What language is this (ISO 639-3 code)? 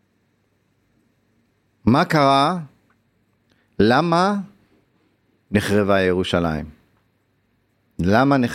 heb